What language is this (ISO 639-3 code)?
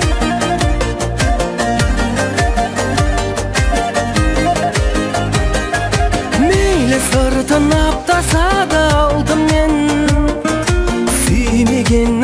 kaz